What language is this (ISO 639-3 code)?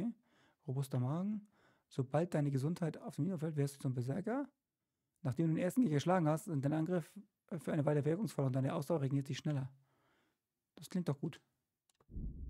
deu